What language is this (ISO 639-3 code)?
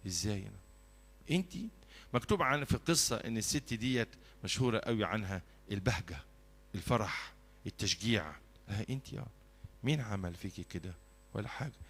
arz